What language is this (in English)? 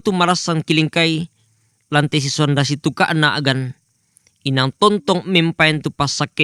Toraja-Sa'dan